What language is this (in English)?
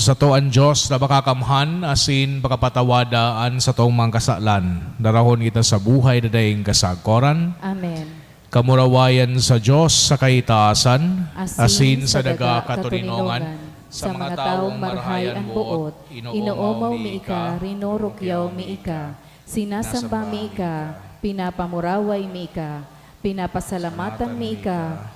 Bikol